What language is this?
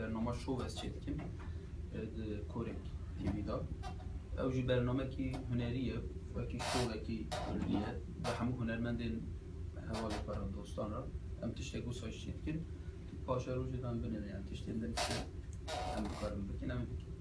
Kurdish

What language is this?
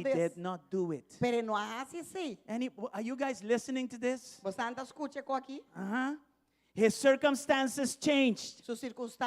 Papiamento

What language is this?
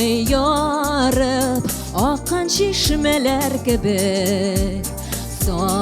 Tatar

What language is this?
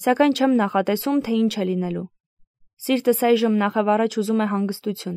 Armenian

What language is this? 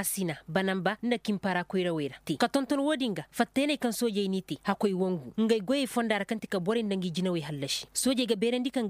Koyraboro Senni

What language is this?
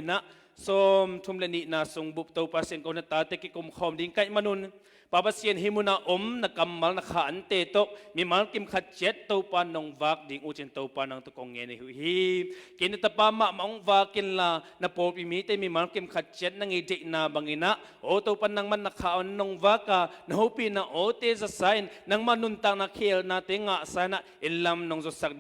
Tedim Chin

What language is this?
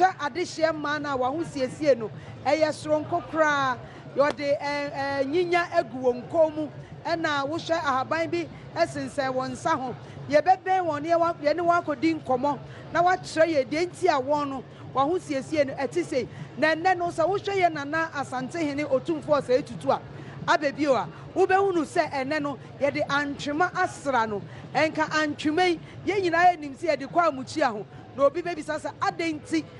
Akan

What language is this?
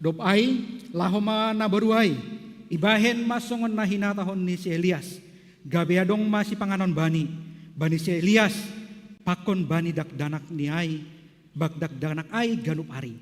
Batak Simalungun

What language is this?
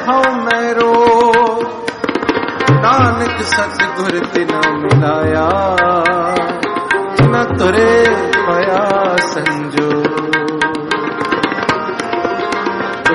Punjabi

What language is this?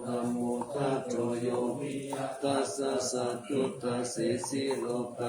Pali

